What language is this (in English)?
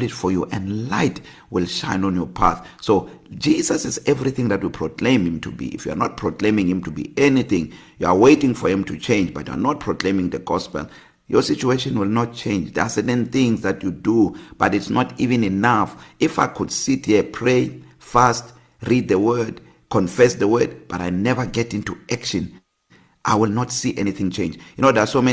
English